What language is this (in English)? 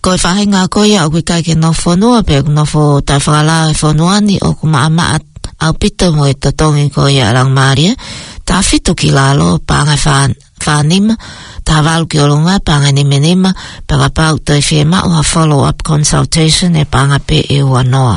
Tongan